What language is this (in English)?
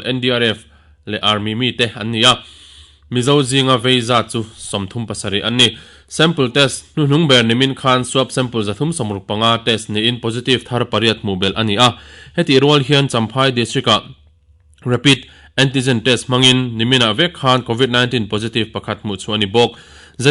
Mizo